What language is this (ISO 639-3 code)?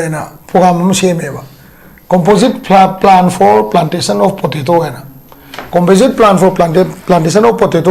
mni